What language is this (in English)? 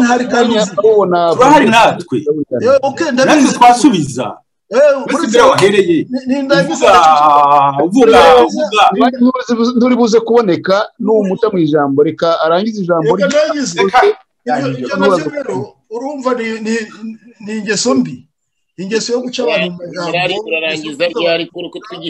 Kinyarwanda